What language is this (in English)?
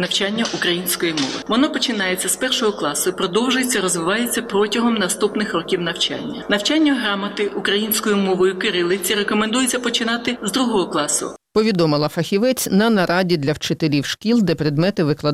Ukrainian